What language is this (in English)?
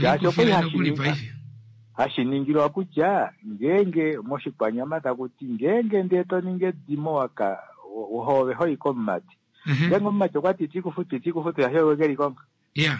Kuanyama